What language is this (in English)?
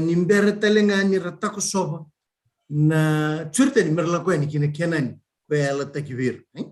Fijian